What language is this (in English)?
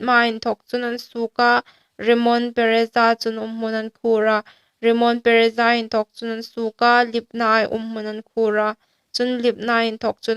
Hmar